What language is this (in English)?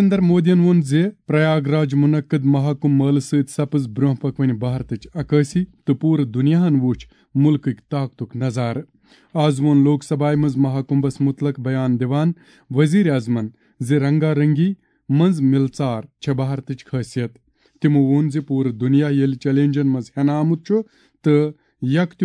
Kashmiri